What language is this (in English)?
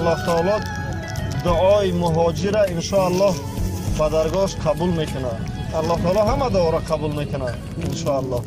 Tajik